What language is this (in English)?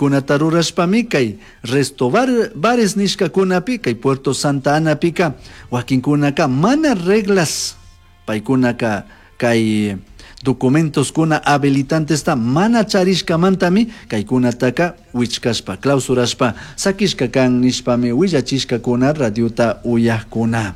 Chimborazo Highland Quichua